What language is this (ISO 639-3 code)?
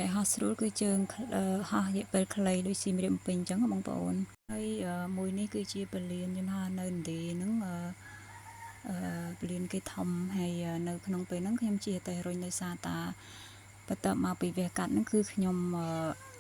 khm